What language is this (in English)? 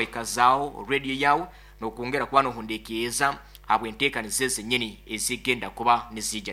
Nyoro